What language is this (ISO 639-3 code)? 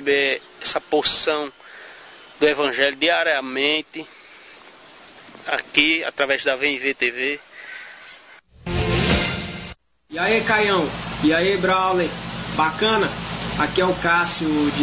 por